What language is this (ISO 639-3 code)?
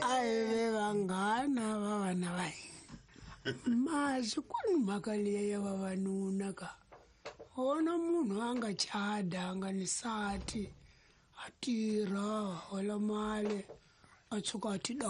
tso